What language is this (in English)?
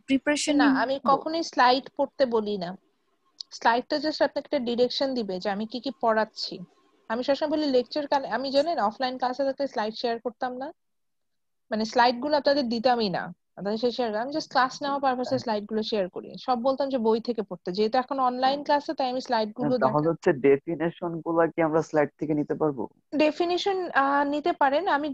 Bangla